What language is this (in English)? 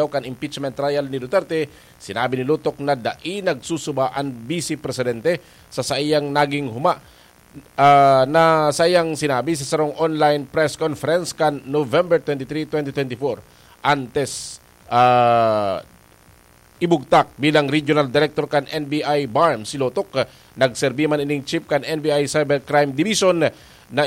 Bikol